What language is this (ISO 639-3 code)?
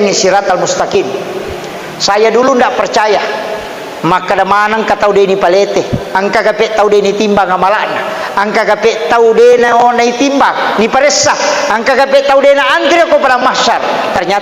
bug